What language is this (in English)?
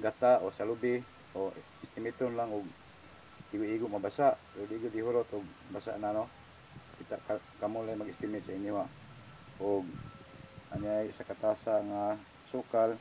Cebuano